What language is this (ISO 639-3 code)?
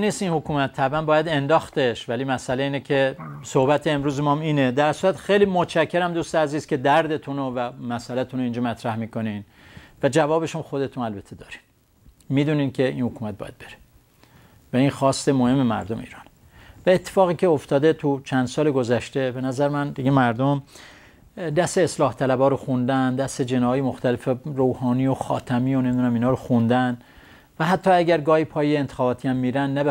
fas